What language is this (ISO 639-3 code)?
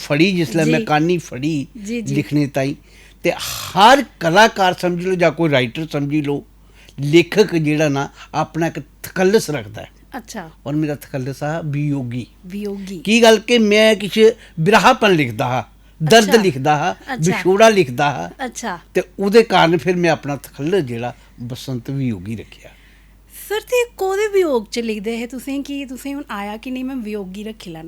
doi